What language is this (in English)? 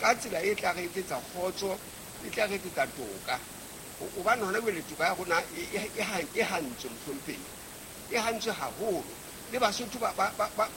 Southern Sotho